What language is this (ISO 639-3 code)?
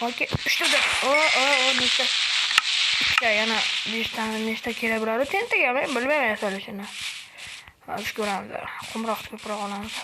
uzb